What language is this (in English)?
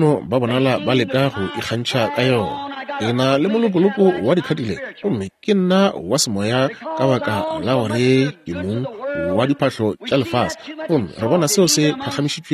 Northern Sotho